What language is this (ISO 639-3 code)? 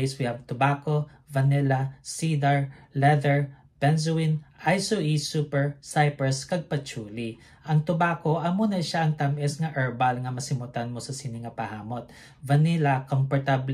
hil